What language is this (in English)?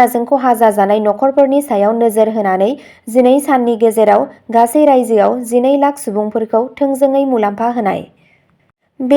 Bodo